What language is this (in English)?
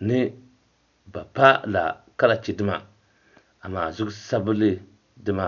Dagbani